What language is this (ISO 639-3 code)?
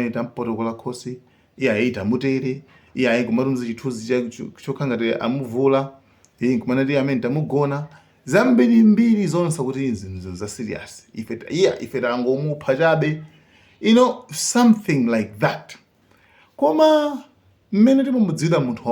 nya